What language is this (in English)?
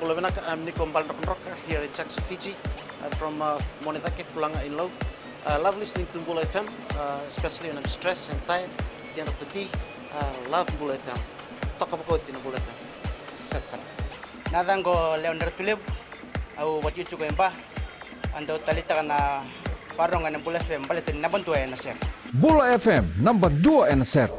Fijian